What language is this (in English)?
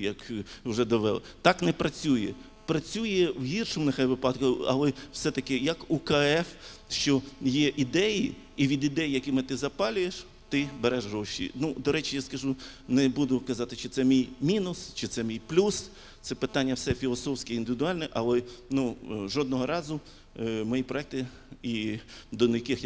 Ukrainian